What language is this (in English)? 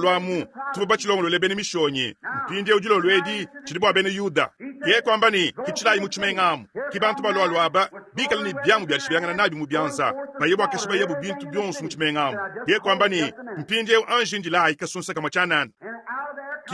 Luba-Lulua